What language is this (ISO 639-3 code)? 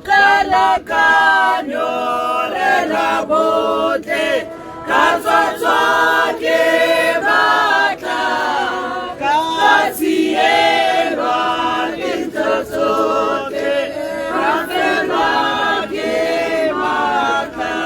tsn